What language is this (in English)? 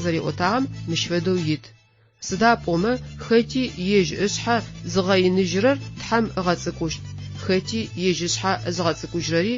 Adyghe